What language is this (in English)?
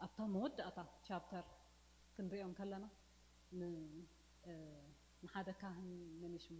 Tigrinya